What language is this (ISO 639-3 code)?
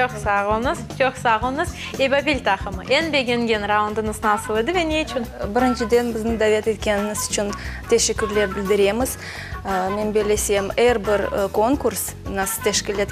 crh